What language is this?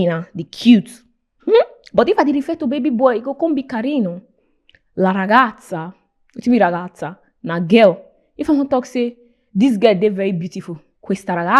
Nigerian Pidgin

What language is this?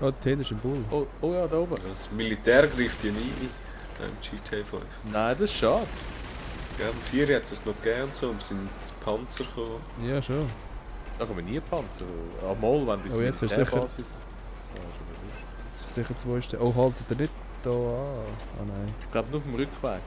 Swiss German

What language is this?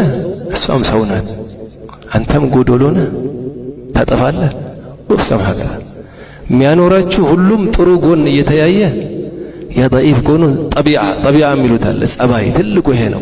Amharic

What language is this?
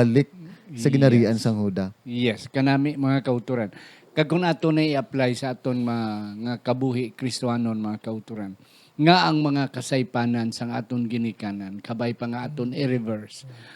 Hiligaynon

